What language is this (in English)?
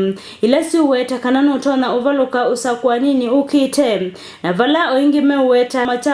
Kamba